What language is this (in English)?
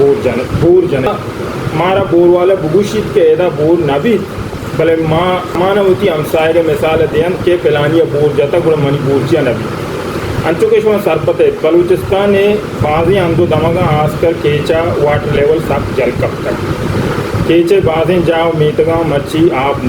Baluchi